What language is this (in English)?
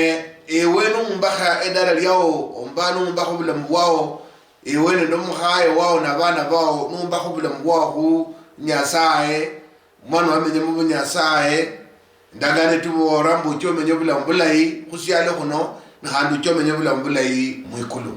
Luyia